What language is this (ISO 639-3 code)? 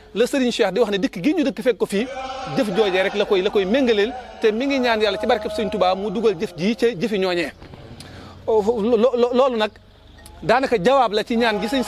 wol